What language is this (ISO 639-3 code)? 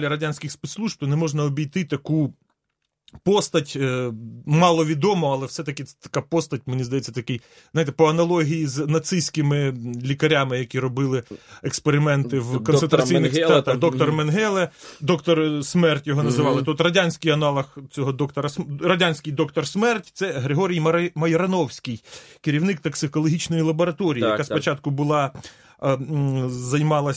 ukr